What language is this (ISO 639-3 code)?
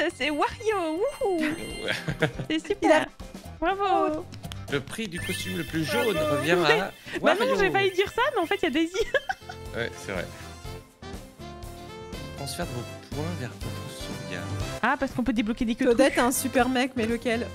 fra